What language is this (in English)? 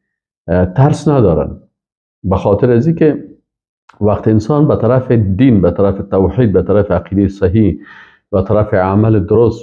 Persian